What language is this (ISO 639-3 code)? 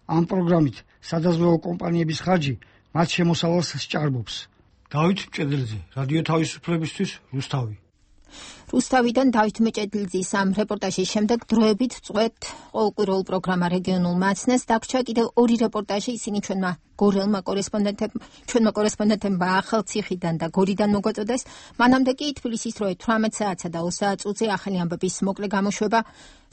kat